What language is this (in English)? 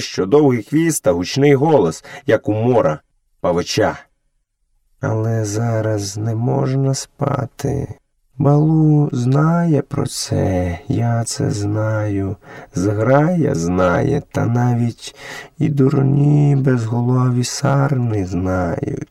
Ukrainian